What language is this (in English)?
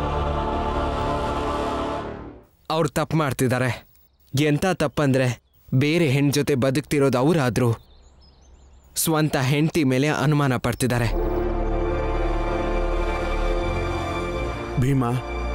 Kannada